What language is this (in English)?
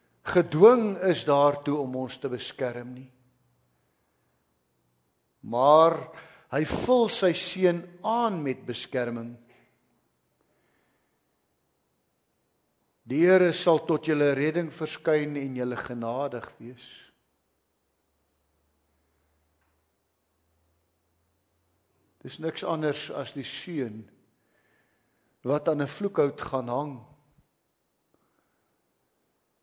Afrikaans